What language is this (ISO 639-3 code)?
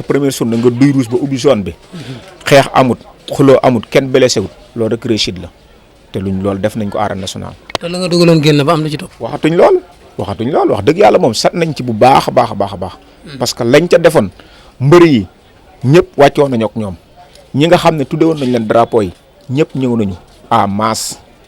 wol